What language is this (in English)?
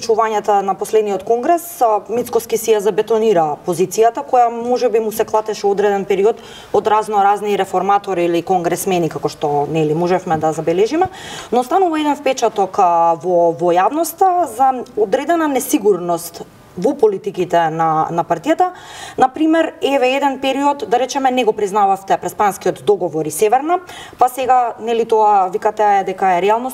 Macedonian